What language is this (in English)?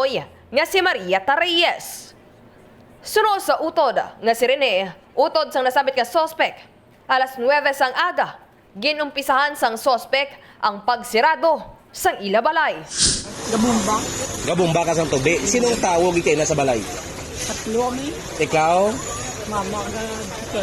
Hiligaynon